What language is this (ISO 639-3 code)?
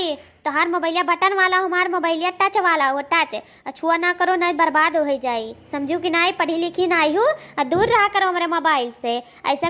awa